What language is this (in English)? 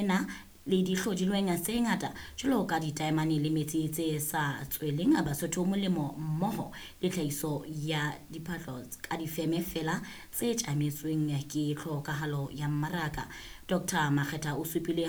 Southern Sotho